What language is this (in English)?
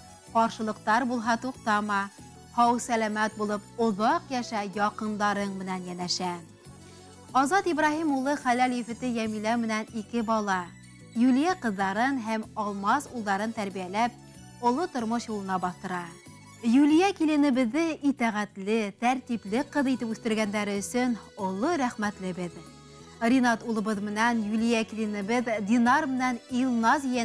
Bashkir